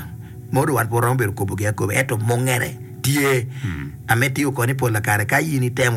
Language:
Acoli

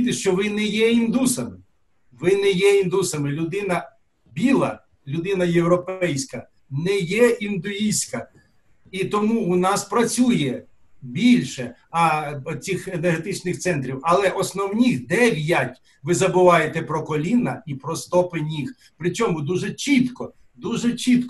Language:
Ukrainian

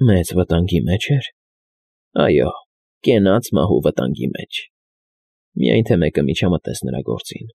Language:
Armenian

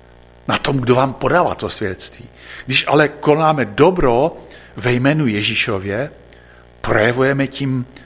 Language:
Czech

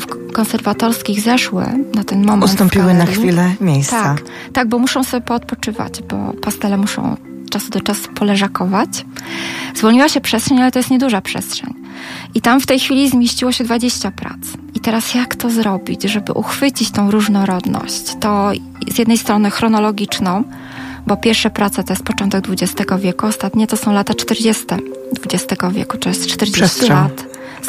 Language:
Polish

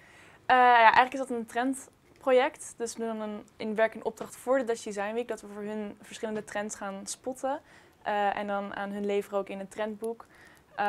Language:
Dutch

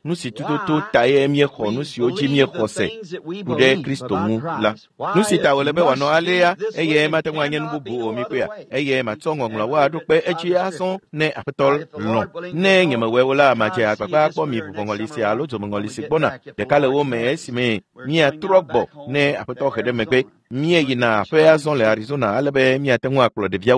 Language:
Ewe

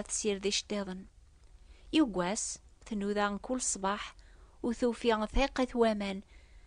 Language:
Kabyle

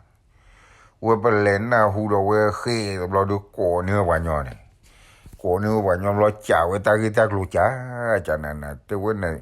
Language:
S'gaw Karen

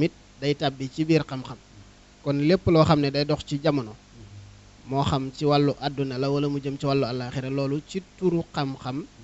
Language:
Wolof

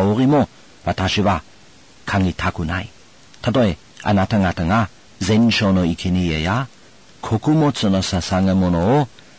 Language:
Japanese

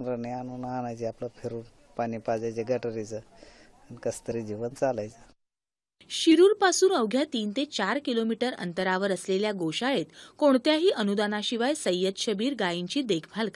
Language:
Marathi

